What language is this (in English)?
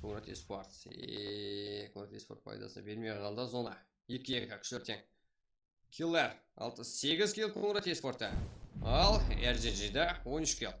Kara-Kalpak